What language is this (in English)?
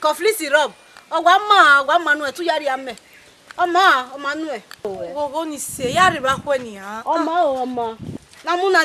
Bini